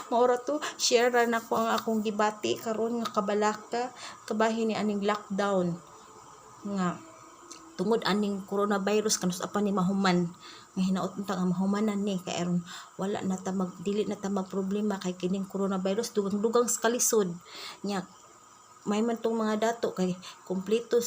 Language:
Cebuano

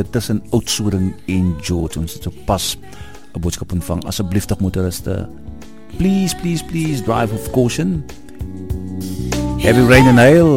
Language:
Afrikaans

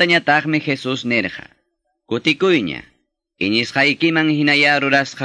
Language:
Quechua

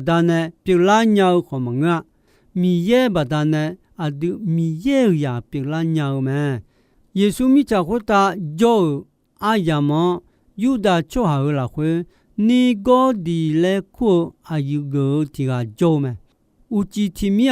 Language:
Akha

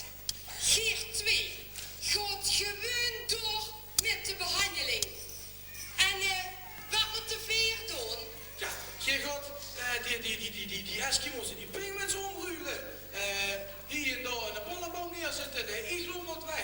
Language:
Limburgish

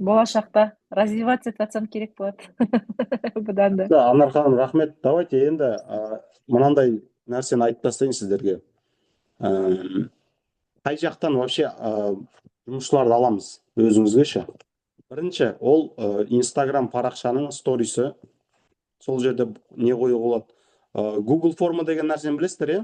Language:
Kazakh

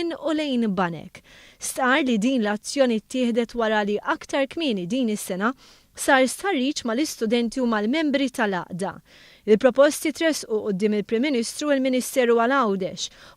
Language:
Maltese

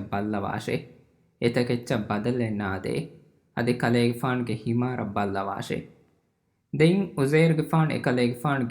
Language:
Divehi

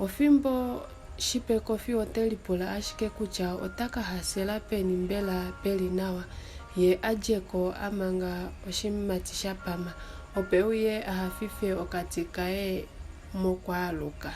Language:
Kuanyama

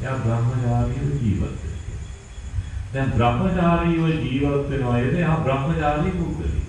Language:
Sinhala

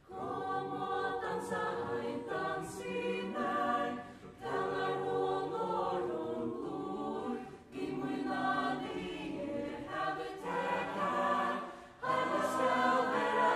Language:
Faroese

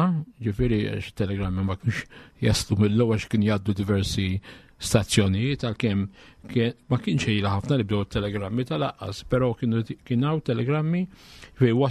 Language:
Maltese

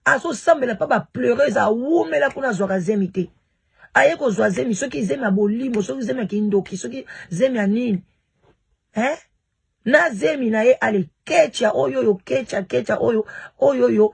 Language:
Lingala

